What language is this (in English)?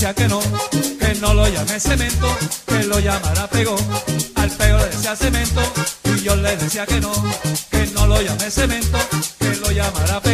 Spanish